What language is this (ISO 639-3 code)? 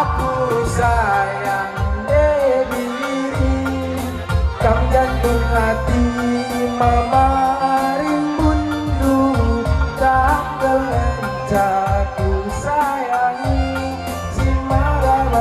btx